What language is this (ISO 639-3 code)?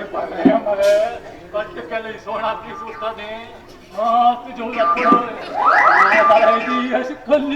kok